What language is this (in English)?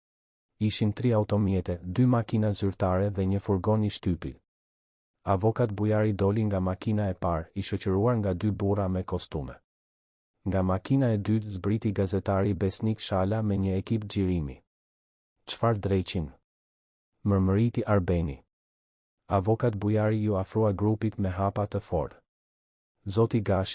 Albanian